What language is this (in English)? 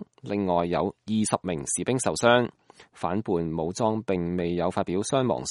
Cantonese